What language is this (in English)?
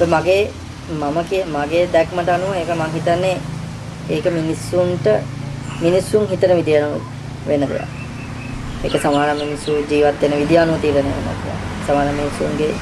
Sinhala